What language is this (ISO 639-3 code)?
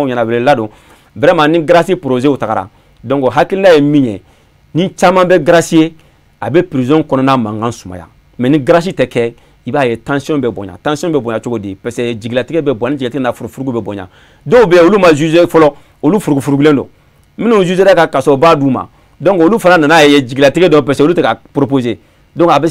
bam